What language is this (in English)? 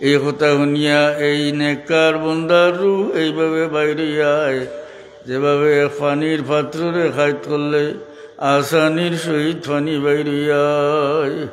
Sylheti